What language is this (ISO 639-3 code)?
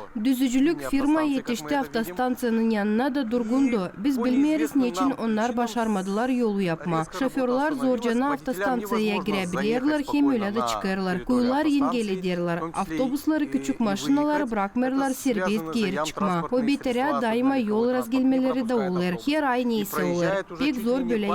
gag